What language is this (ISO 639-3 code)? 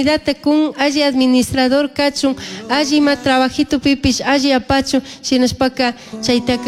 qug